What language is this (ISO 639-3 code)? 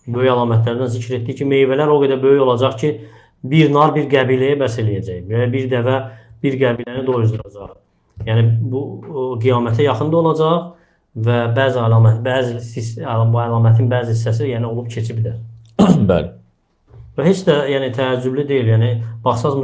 aze